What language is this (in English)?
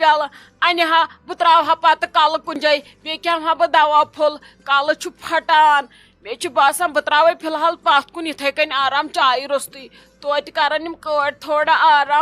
Kashmiri